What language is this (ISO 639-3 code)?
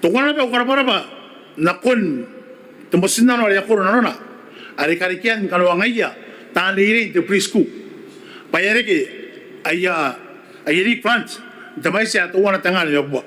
gil